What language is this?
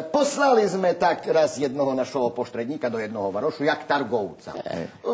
Rusyn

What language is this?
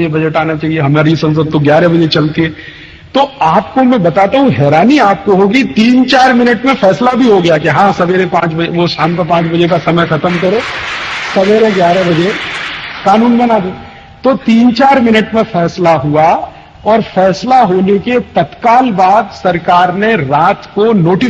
Hindi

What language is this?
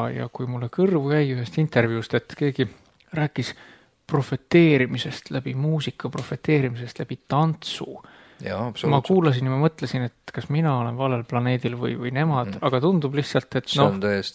Estonian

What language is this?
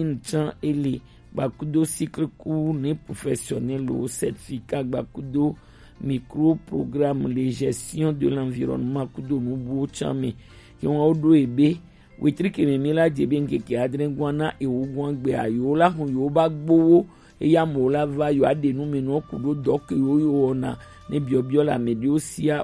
Gen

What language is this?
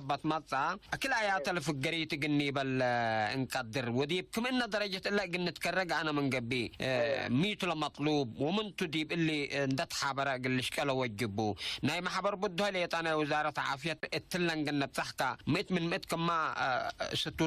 Tigre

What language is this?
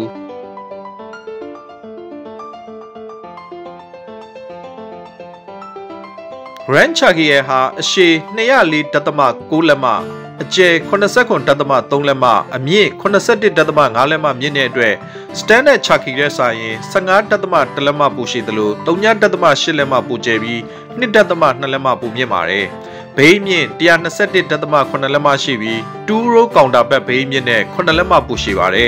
Burmese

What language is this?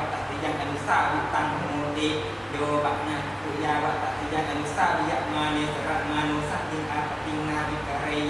Pali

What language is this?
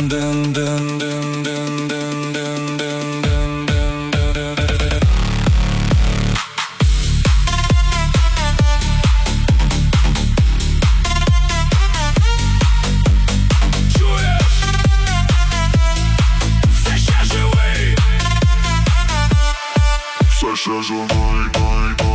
Ukrainian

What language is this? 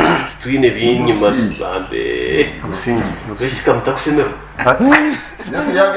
Nyankole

